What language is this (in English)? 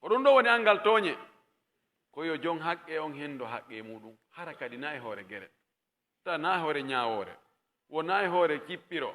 Pular